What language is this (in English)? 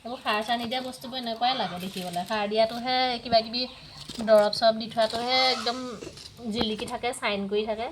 Assamese